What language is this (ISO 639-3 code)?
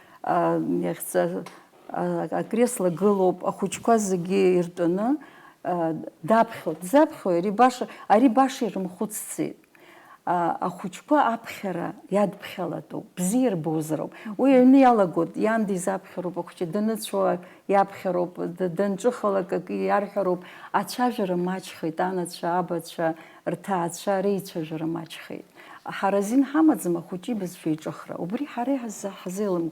abk